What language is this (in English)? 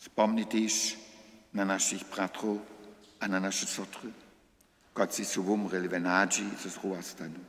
Upper Sorbian